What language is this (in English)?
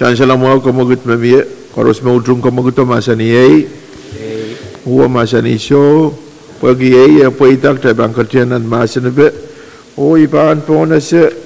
Pohnpeian